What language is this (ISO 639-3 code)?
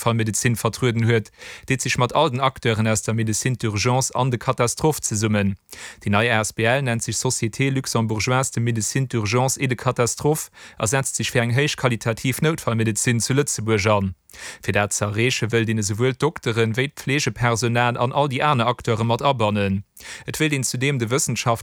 ltz